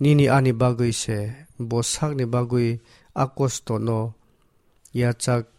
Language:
Kok Borok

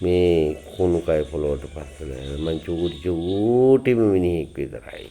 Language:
Sinhala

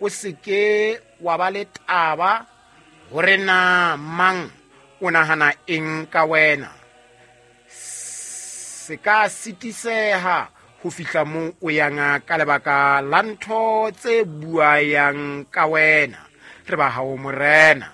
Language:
Southern Sotho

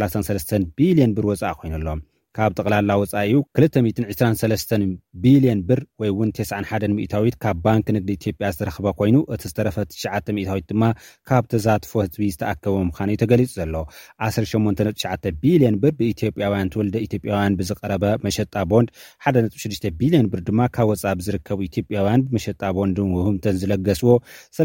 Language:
Tigrinya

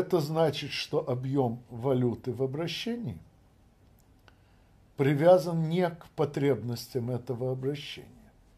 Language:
Russian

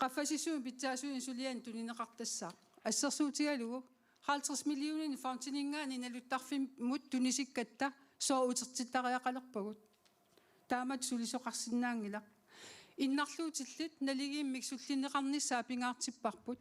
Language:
Kalaallisut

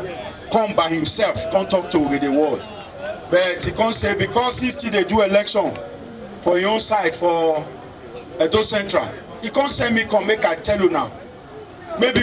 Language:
Nigerian Pidgin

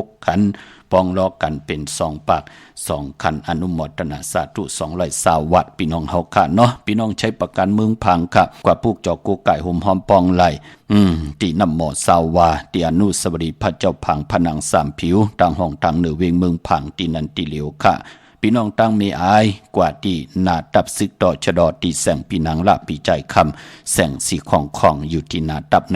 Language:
Shan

